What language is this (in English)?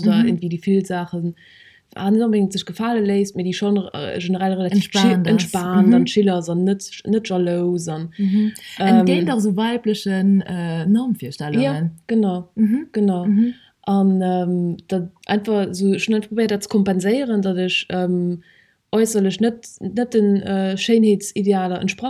Luxembourgish